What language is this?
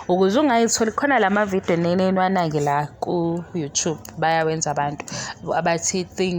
Zulu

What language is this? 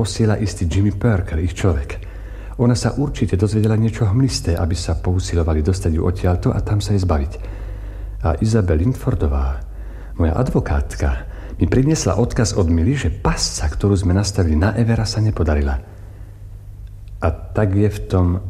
Slovak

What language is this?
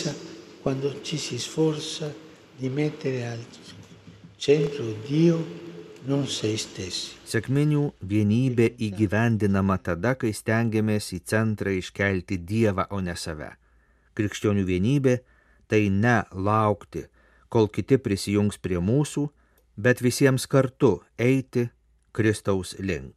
Lithuanian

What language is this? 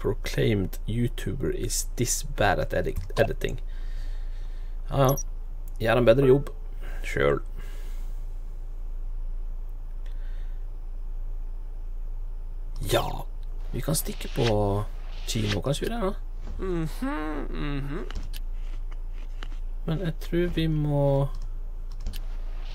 Norwegian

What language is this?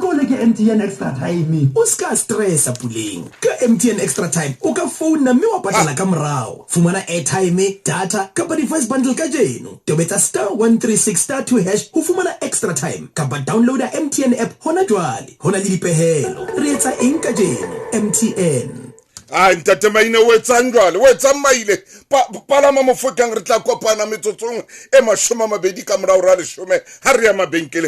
Southern Sotho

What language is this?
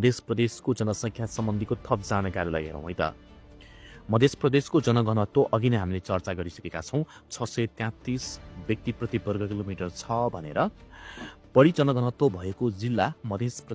Nepali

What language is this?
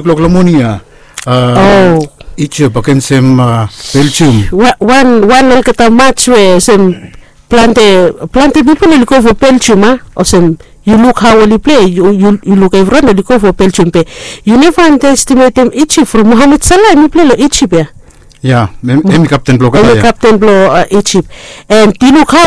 Bislama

